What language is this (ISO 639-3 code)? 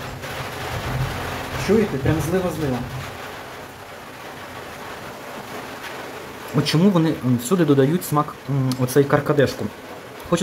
ukr